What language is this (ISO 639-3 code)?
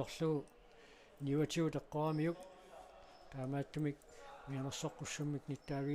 kal